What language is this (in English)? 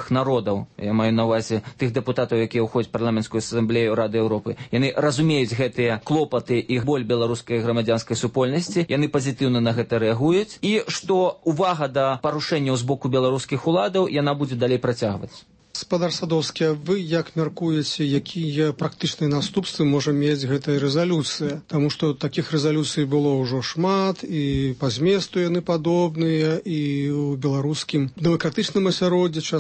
Belarusian